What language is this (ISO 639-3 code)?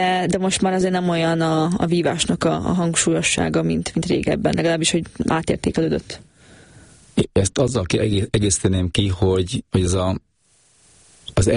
hun